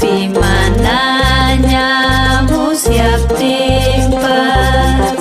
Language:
Ayacucho Quechua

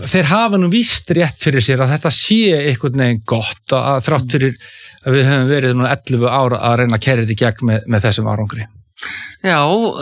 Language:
Icelandic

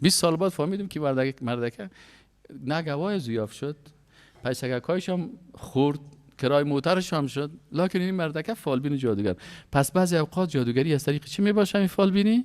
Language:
Persian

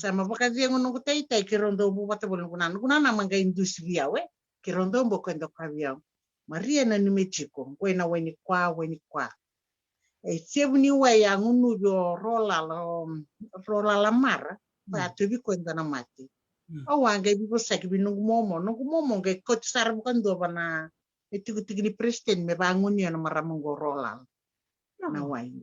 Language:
Fijian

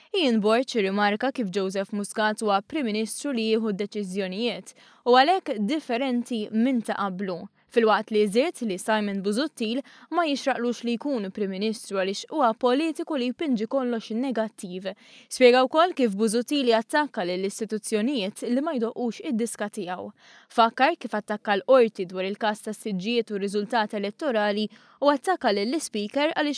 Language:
Maltese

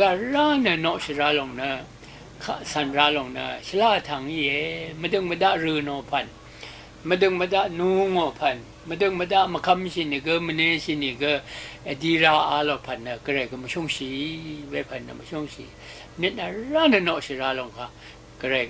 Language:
Rawang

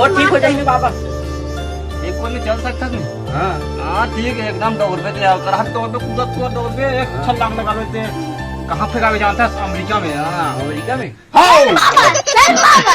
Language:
Chhattisgarhi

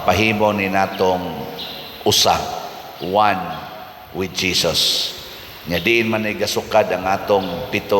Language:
Cebuano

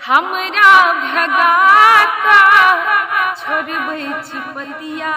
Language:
Maithili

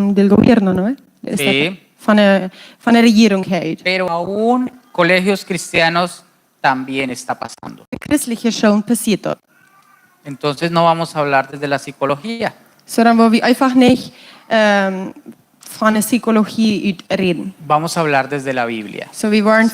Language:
Plautdietsch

